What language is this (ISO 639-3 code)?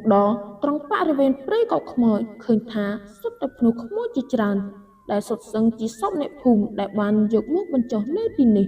khm